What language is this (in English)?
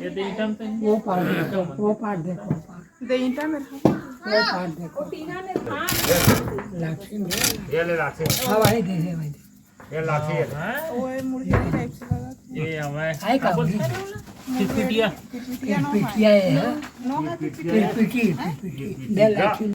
Chhattisgarhi